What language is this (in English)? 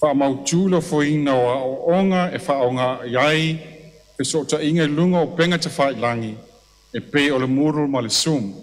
Samoan